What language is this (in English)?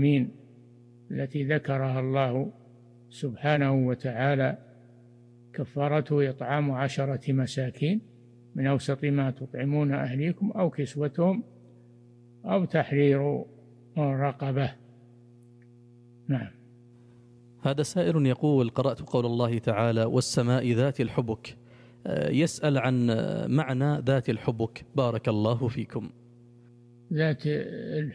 Arabic